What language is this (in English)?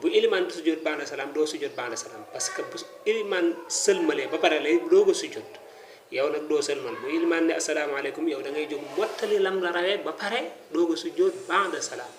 Wolof